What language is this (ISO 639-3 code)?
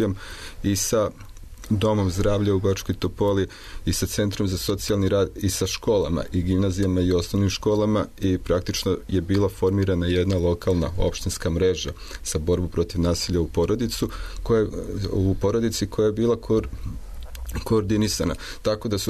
srp